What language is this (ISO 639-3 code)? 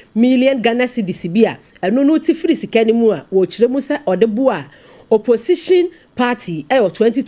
aka